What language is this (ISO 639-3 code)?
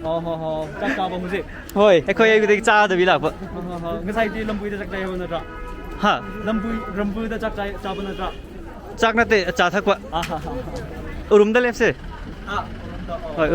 mni